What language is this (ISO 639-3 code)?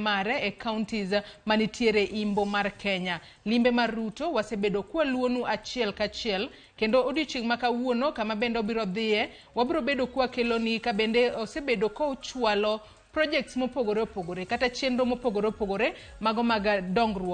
luo